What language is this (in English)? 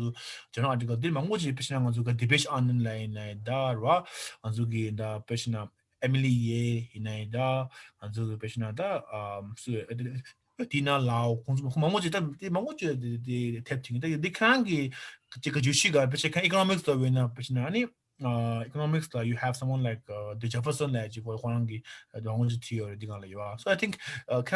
Tibetan